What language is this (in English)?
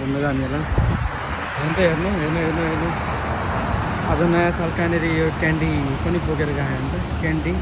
Nepali